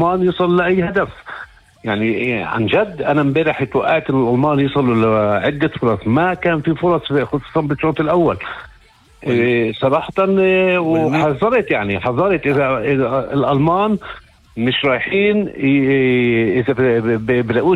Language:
North Levantine Arabic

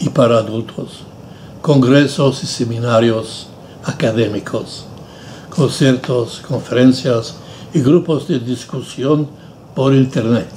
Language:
Ladino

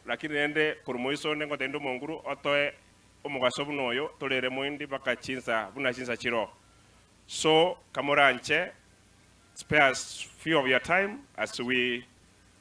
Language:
Gusii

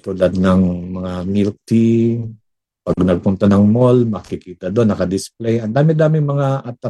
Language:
Filipino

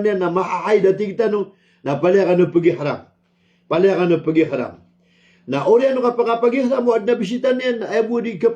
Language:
Maranao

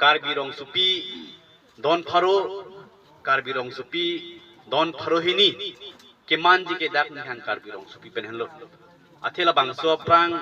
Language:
Karbi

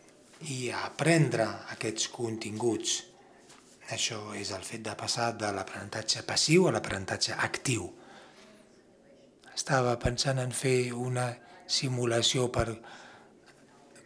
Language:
Catalan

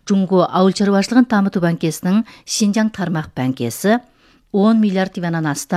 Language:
Kazakh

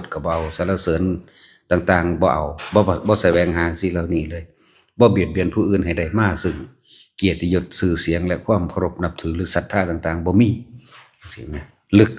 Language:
Lao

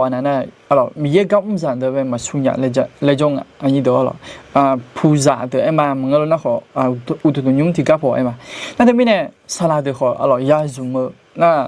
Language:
Akha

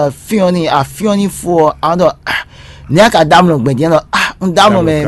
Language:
Fon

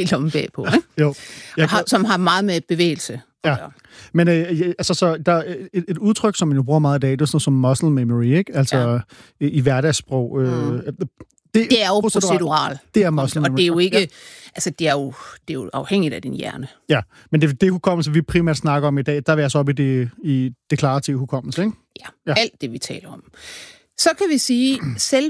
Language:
Danish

